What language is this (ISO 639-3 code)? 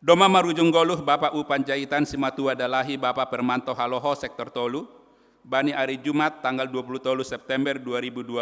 bts